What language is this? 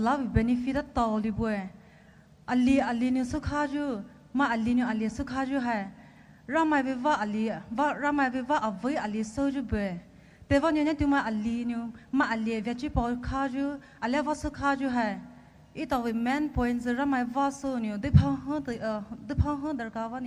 Poumei Naga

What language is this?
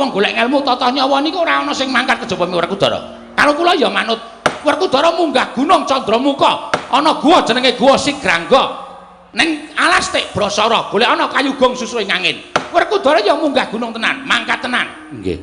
Javanese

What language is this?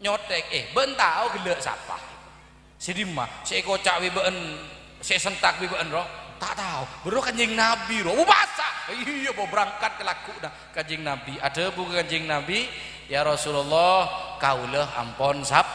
Madurese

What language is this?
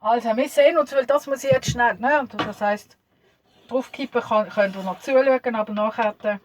Swiss German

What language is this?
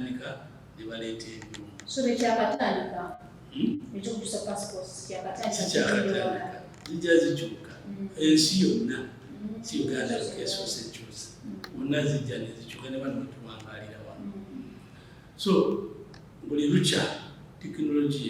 Ganda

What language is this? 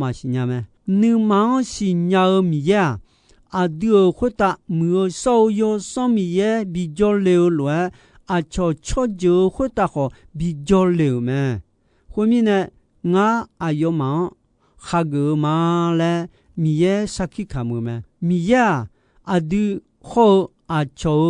Akha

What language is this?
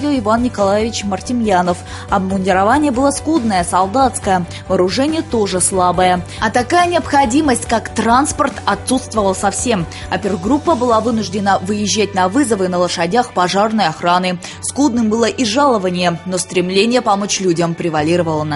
Russian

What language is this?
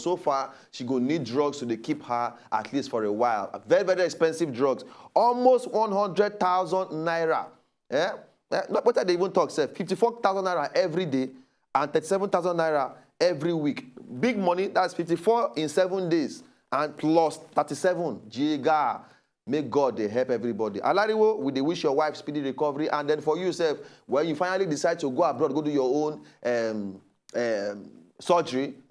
Nigerian Pidgin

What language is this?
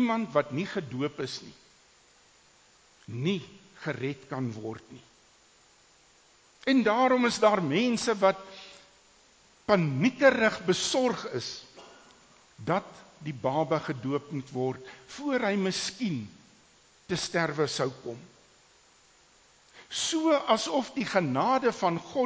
Afrikaans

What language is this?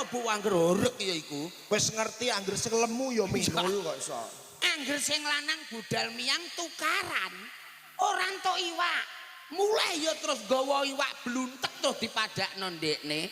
Javanese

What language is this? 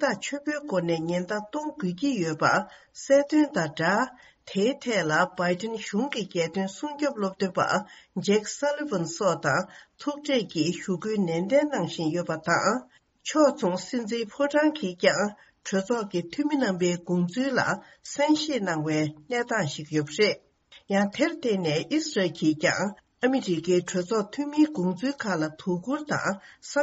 Tibetan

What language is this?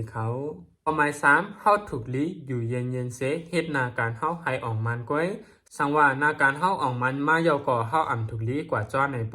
Shan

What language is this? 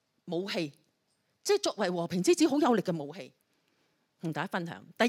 Cantonese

